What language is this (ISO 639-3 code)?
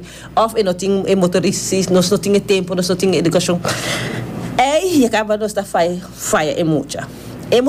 pap